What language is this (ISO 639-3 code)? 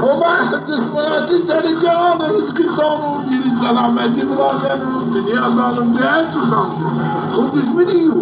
zza